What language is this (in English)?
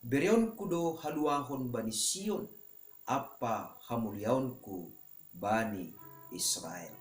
Batak Simalungun